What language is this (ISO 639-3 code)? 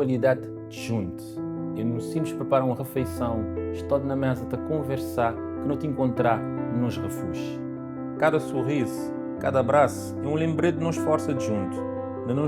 kea